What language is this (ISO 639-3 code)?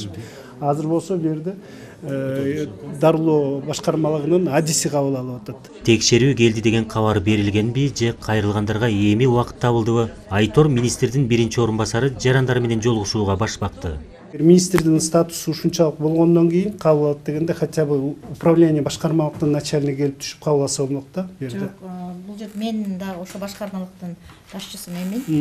kir